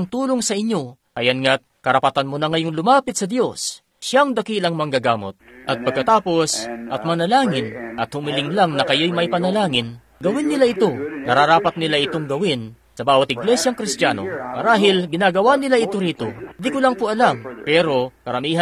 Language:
Filipino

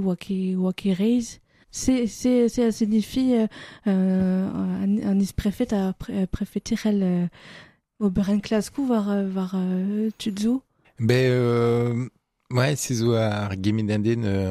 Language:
Breton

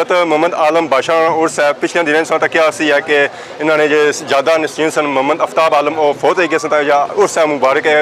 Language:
Pahari-Potwari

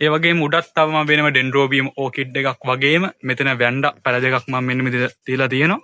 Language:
Sinhala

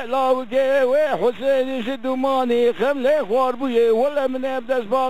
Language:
Kurdish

